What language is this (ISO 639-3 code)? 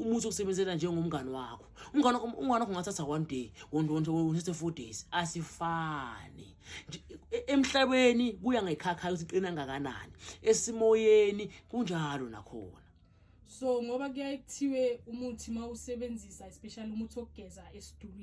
zul